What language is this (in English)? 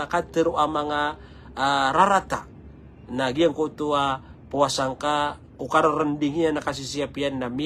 Maranao